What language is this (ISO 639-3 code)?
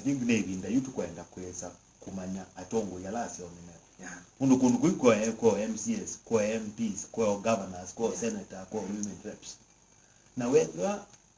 kam